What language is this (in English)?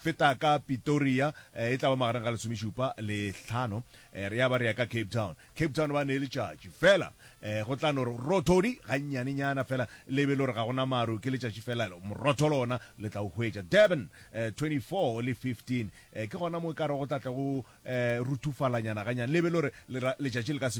Northern Sotho